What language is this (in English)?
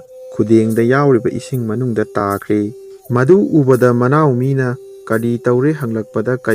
Manipuri